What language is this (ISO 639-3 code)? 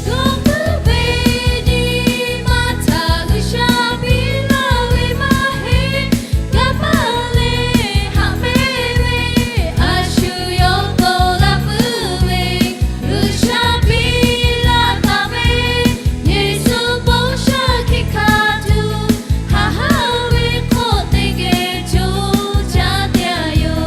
lhu